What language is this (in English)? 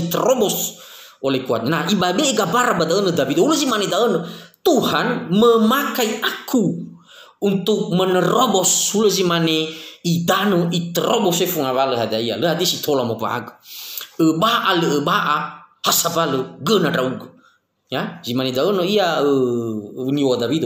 Nias